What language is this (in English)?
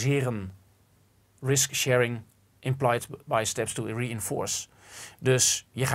Dutch